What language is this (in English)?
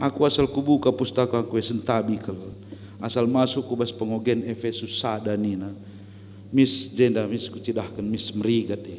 Batak Karo